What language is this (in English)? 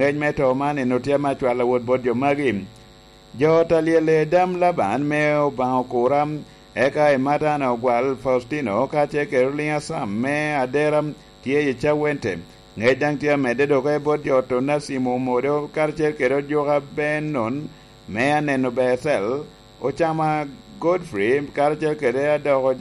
Lango (Uganda)